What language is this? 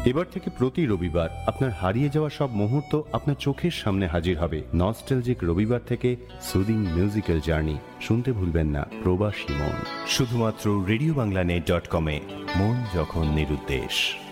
Bangla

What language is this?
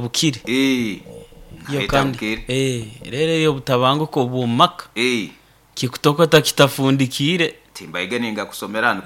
Nyoro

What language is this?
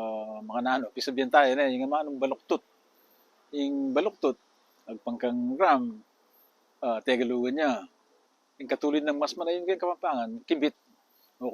Pampanga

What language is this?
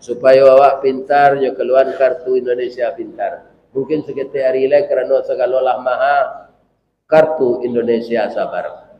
Minangkabau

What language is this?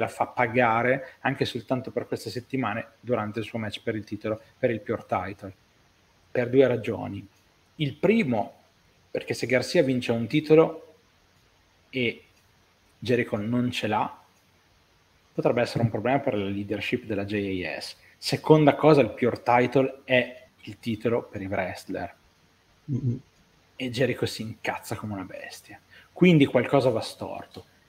Italian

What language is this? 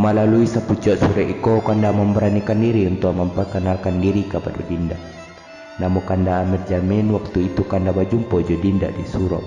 Minangkabau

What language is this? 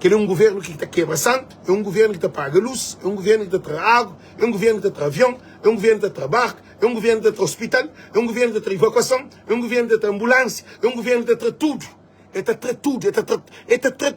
Kabuverdianu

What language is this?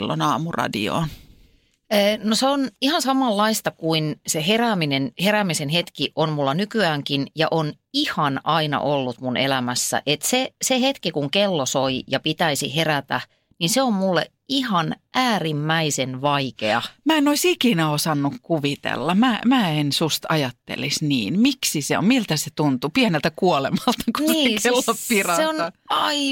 Finnish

